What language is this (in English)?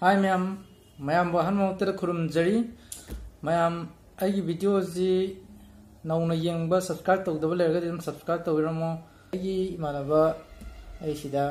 Manipuri